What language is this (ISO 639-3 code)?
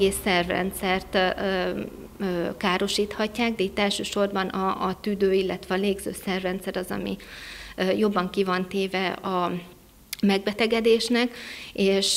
hun